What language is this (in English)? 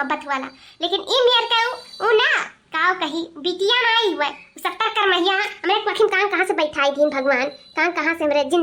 Awadhi